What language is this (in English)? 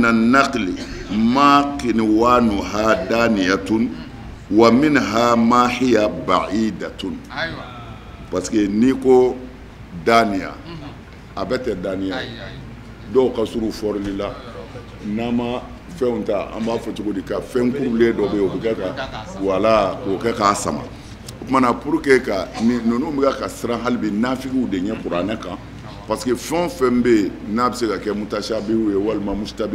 Bambara